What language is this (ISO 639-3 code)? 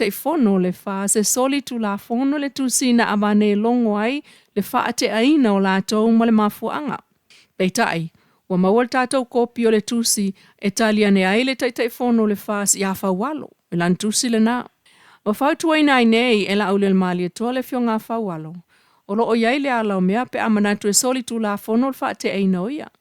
smo